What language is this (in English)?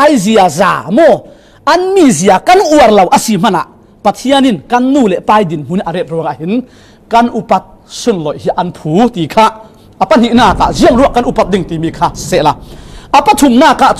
Falam Chin